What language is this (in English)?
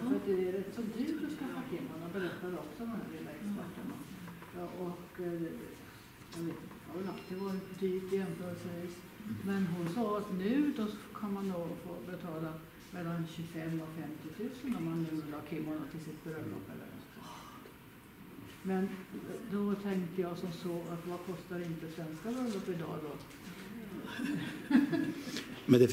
Swedish